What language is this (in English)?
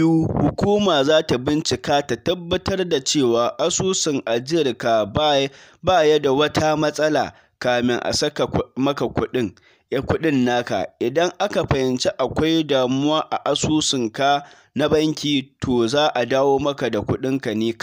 Hausa